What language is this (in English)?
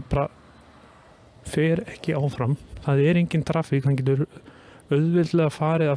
Icelandic